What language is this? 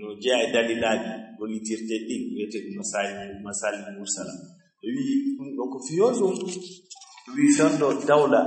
Fula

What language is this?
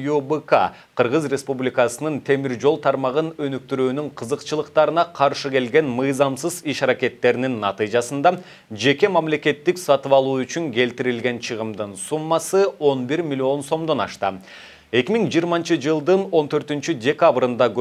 Kyrgyz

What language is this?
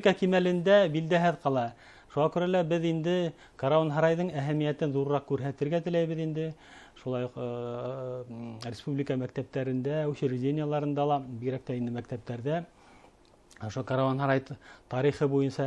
Bashkir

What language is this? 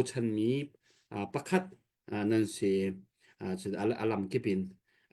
Hakha Chin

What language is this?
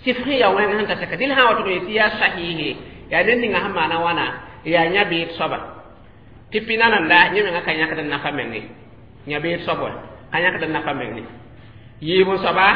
Mossi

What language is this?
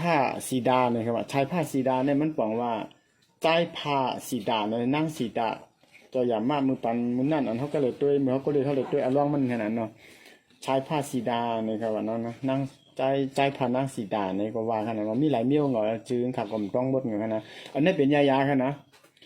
Shan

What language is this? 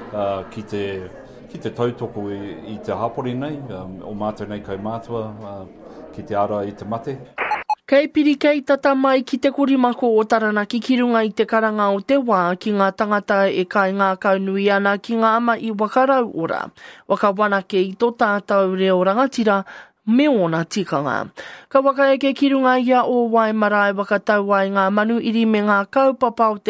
Māori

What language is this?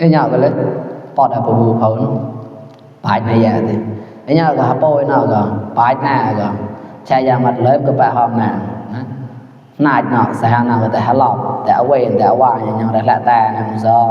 Mon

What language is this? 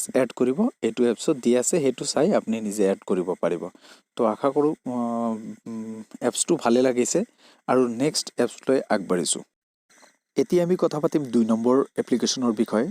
Assamese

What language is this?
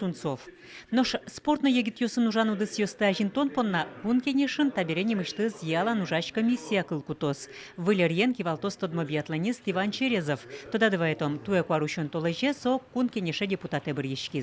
Udmurt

